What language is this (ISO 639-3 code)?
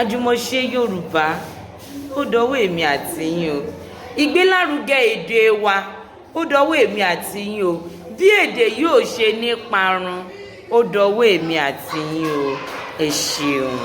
yor